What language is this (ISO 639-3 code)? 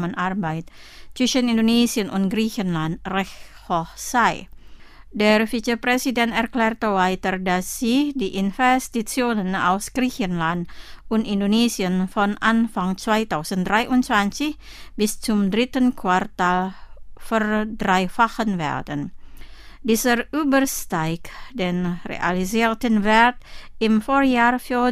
deu